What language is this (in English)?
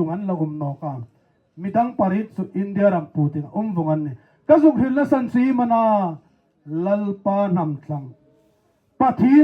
Hmar